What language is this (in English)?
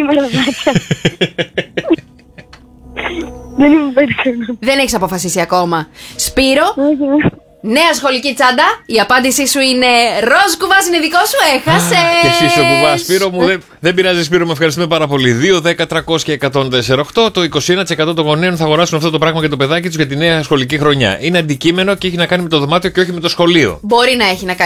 Greek